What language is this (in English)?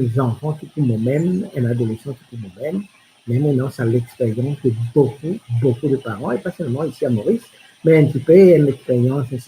Morisyen